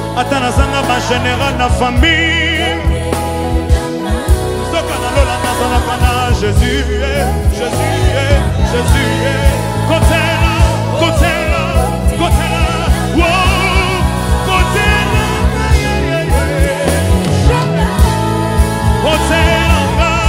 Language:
Lingala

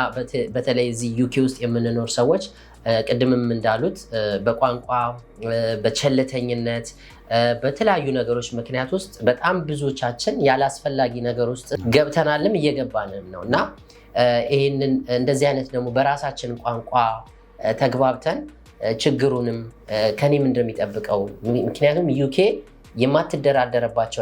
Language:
Amharic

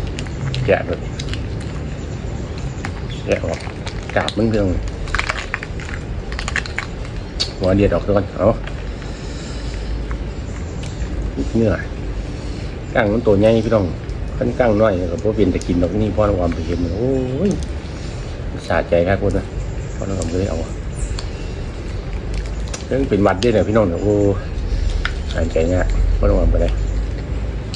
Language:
Thai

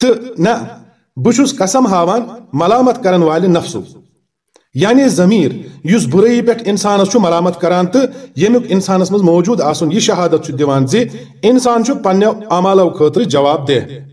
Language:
Kashmiri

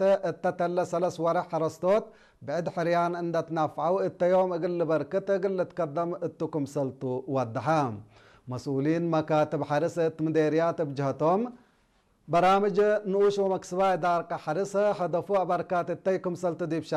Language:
Tigre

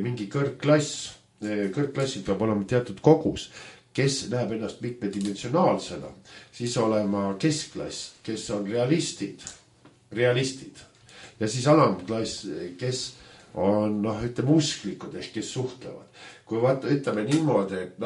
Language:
Estonian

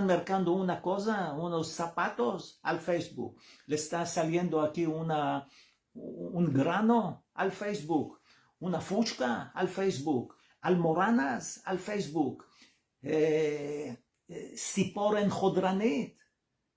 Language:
Ladino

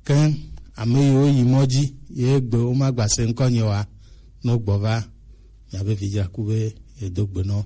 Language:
Gen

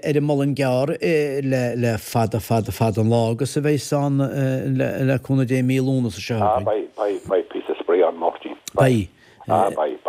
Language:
Irish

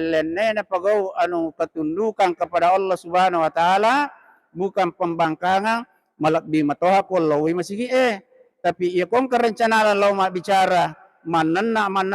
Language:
Buginese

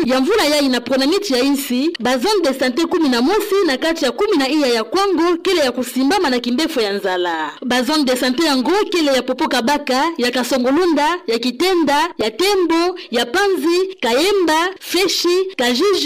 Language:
Kituba (Democratic Republic of Congo)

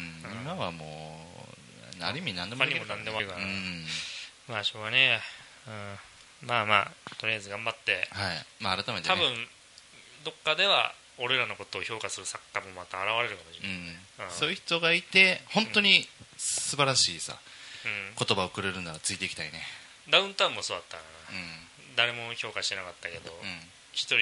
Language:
Japanese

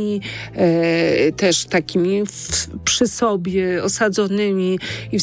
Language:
Polish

